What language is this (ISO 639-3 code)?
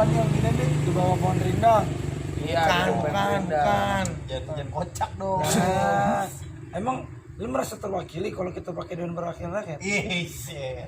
bew